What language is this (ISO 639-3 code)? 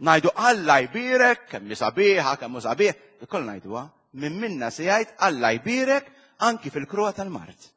mlt